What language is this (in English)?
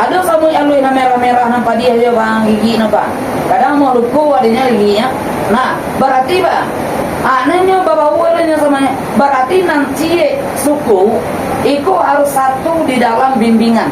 Minangkabau